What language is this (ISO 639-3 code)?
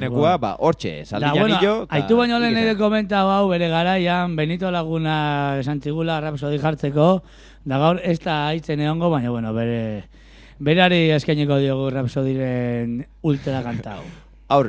eus